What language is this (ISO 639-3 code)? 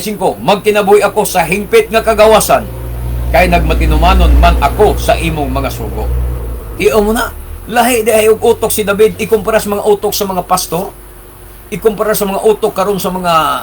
ceb